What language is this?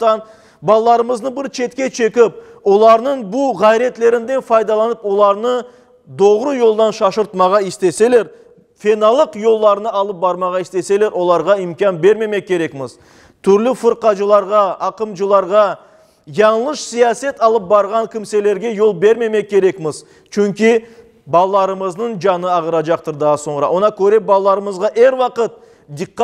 Crimean Tatar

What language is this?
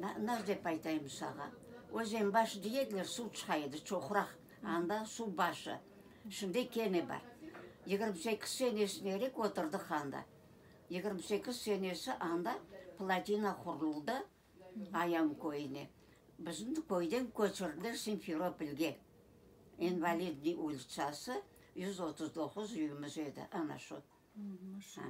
Crimean Tatar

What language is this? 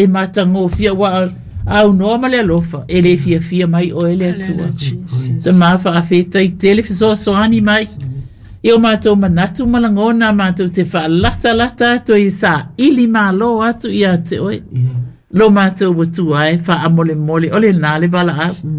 Samoan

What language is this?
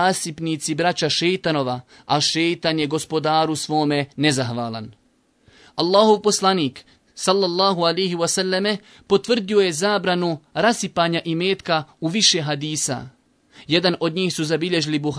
Bosnian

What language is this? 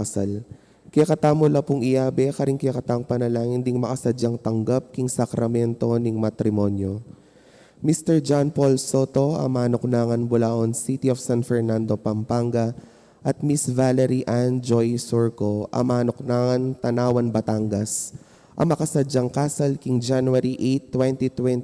Pampanga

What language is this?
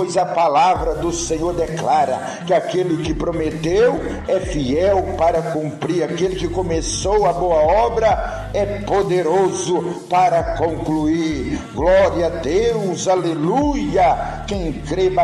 Portuguese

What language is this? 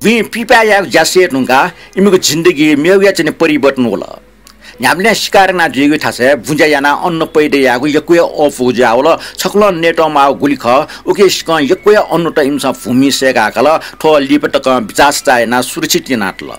Newari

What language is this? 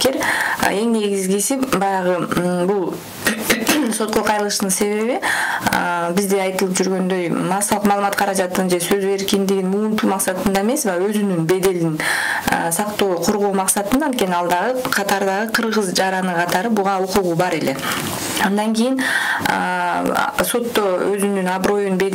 Kyrgyz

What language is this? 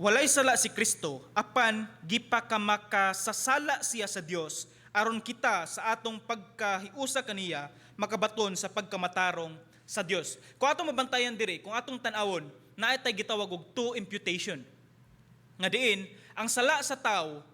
Cebuano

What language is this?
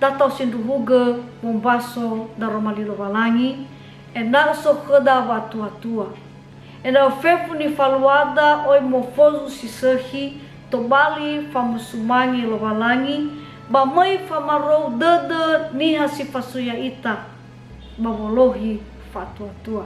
Nias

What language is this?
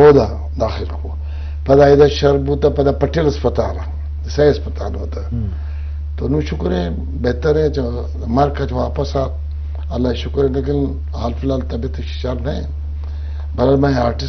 Eastern Balochi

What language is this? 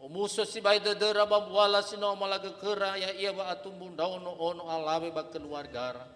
Nias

